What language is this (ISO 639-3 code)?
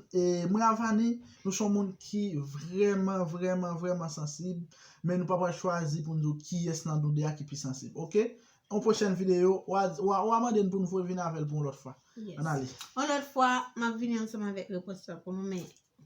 hat